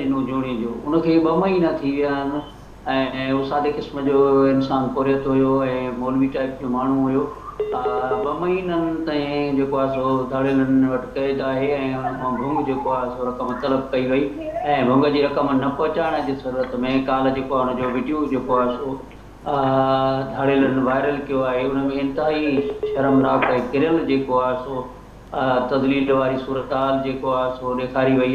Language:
Sindhi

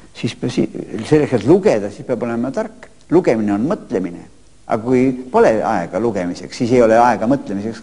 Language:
Estonian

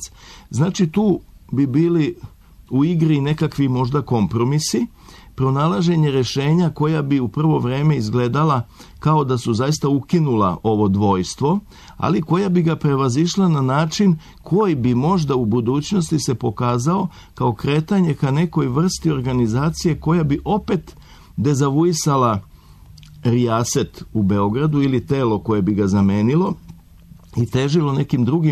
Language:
Serbian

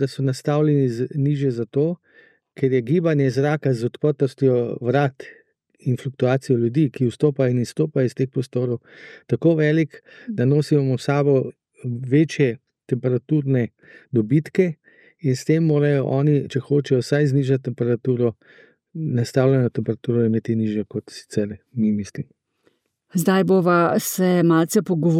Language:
Slovenian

